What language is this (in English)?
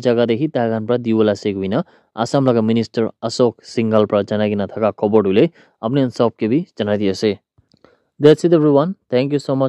Naga Pidgin